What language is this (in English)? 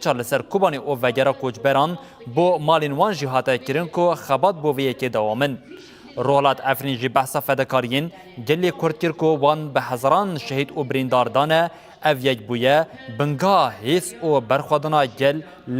Kurdish